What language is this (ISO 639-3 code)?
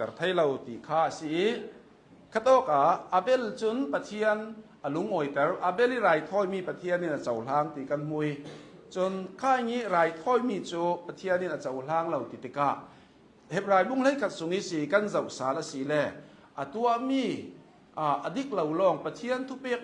cnh